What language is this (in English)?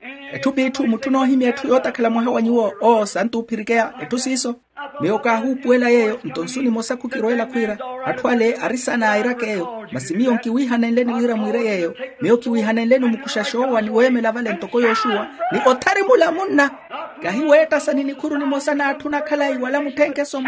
Makhuwa